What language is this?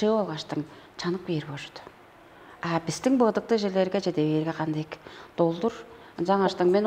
Tuvinian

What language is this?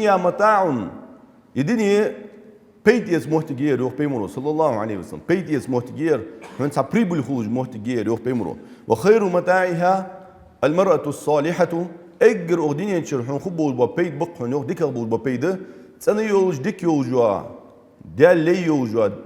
Ingush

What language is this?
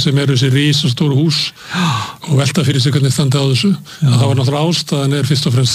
Icelandic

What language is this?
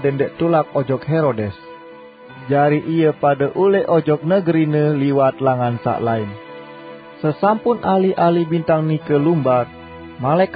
Sasak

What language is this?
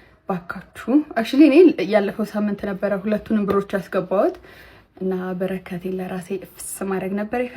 Amharic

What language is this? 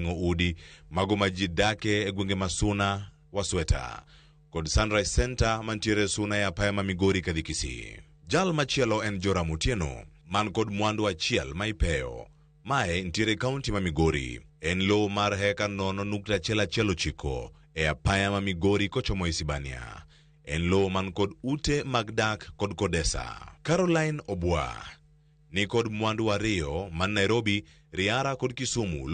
Luo (Kenya and Tanzania)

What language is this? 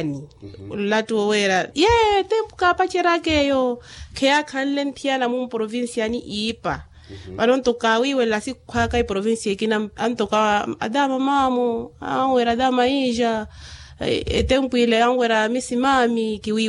Makhuwa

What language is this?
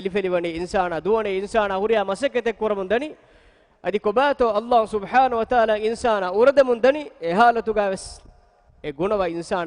Divehi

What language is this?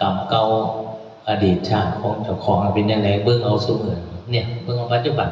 Northeastern Thai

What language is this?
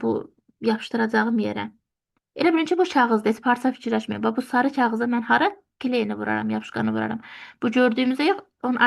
Azerbaijani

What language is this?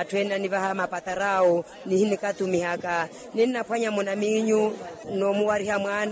Makhuwa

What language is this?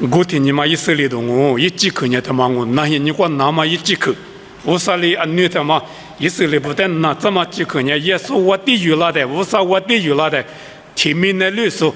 Lisu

